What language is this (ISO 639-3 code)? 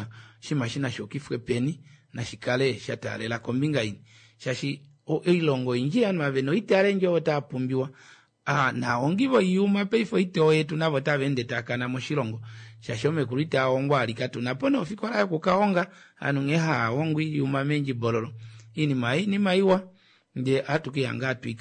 kua